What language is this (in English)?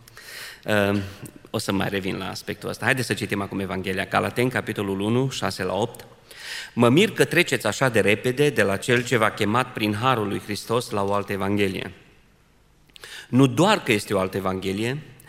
Romanian